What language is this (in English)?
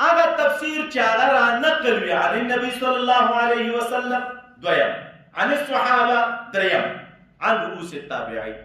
Pashto